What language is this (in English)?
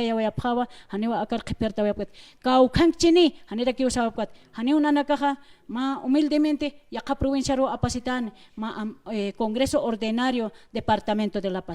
Aymara